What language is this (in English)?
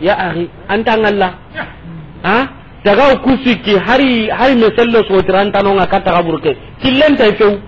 Soninke